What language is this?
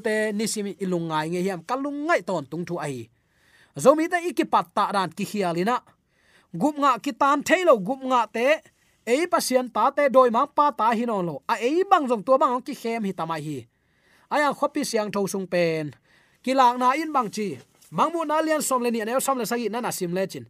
Tedim Chin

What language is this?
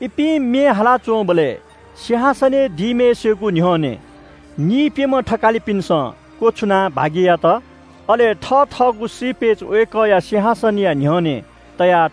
Newari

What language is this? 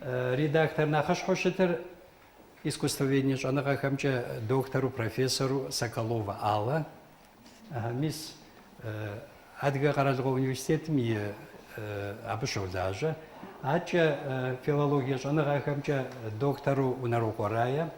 Kabardian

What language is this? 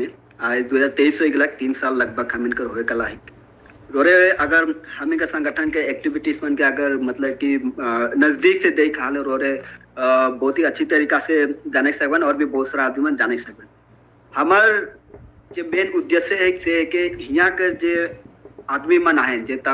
Sadri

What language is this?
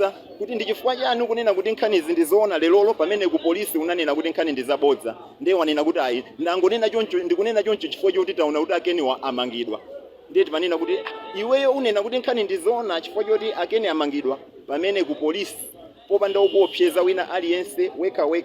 Nyanja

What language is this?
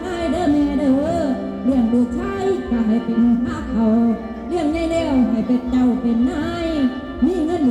Northeastern Thai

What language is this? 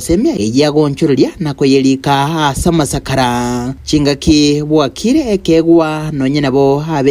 Gusii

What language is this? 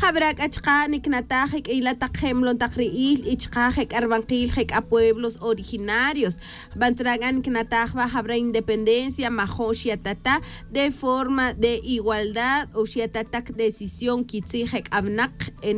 Tz'utujil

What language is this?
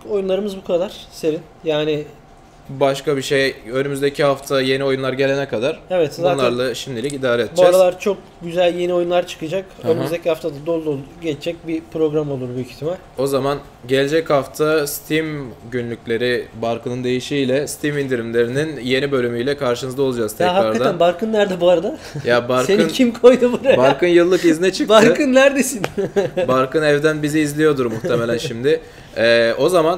Turkish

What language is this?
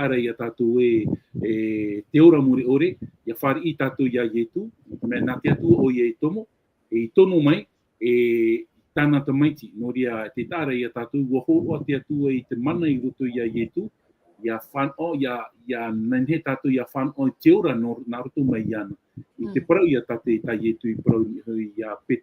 Tahitian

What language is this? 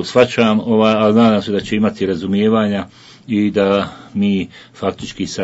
Bosnian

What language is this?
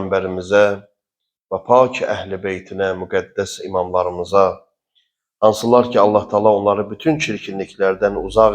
Azerbaijani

